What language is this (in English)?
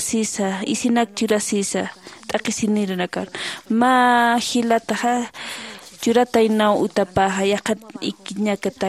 Aymara